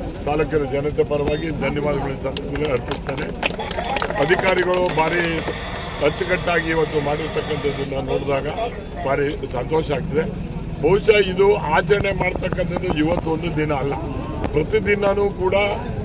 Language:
Kannada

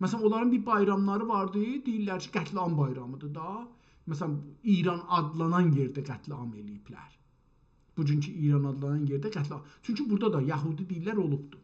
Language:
South Azerbaijani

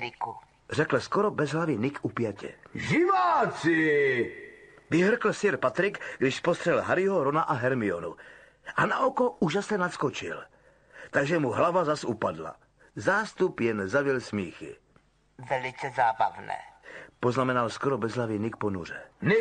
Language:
Czech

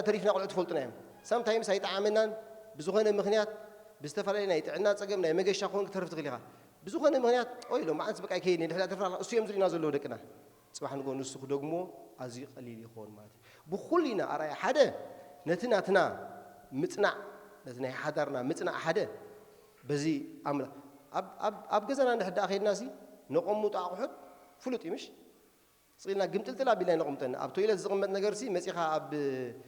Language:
Tigrinya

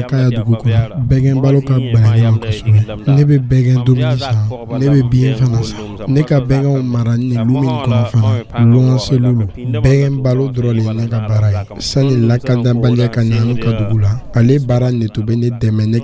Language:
Dyula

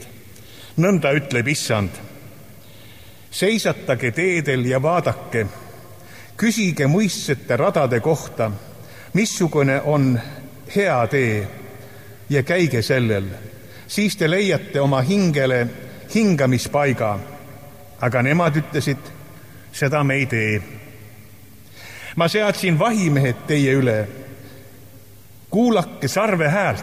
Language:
Estonian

